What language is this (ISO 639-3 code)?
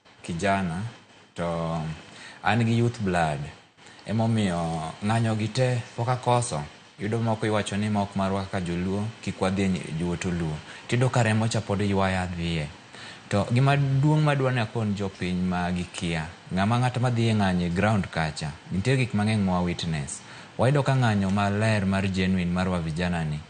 luo